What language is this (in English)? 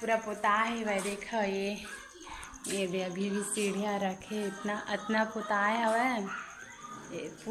Chhattisgarhi